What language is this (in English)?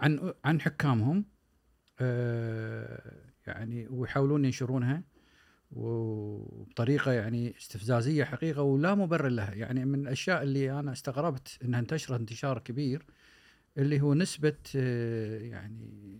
Gulf Arabic